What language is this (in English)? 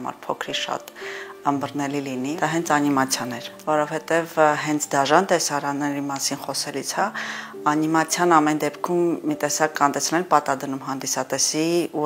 Armenian